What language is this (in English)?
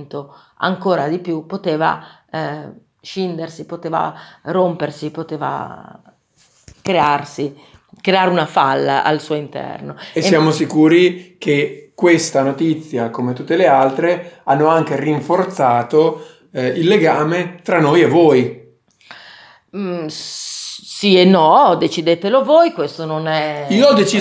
Italian